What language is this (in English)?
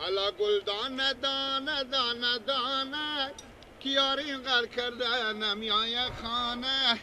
Persian